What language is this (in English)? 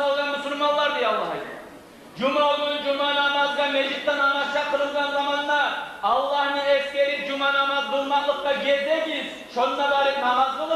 Kumyk